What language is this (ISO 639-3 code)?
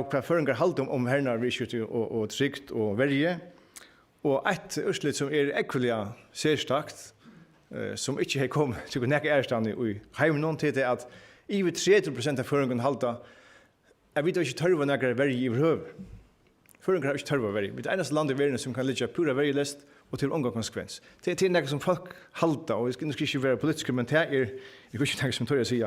fao